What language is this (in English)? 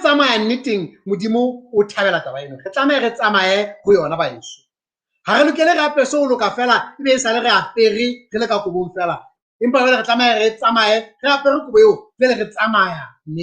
Southern Sotho